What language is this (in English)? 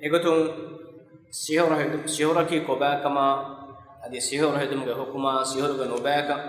Divehi